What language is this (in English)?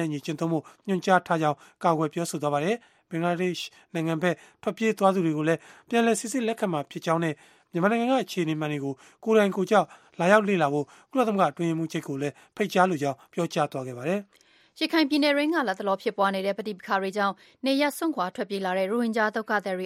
Burmese